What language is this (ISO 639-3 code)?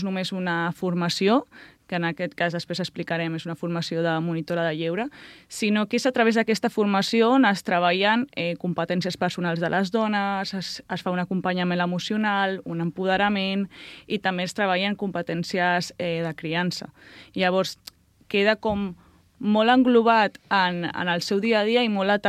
cat